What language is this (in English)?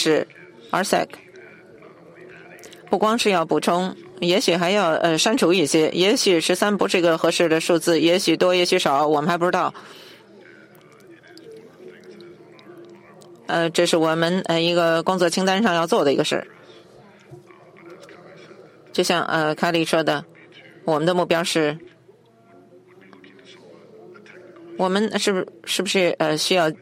Chinese